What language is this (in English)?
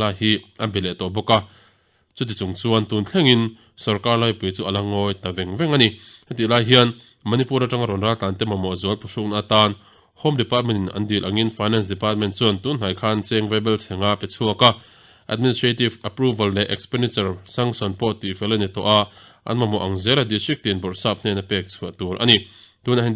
Mizo